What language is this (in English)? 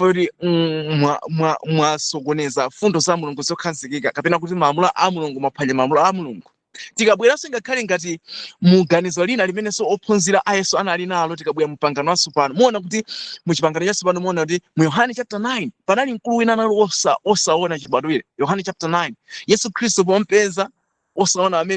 Nyanja